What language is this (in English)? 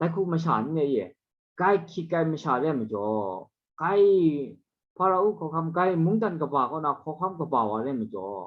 Kachin